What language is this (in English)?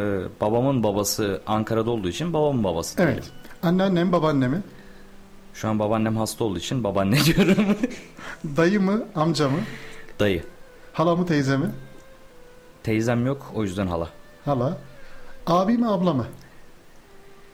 Turkish